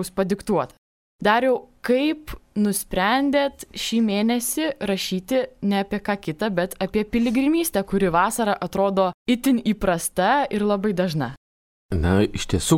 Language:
Lithuanian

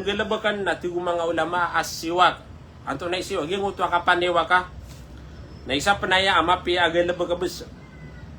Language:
Maranao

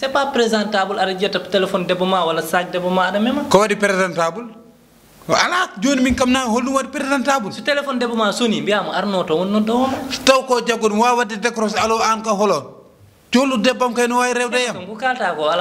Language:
Fula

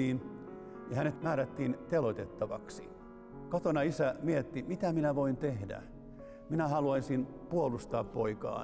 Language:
Finnish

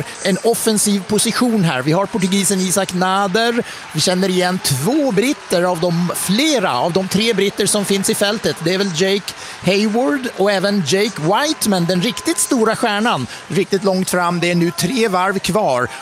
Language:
Swedish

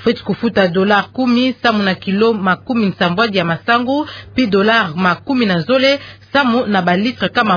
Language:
Kituba (Democratic Republic of Congo)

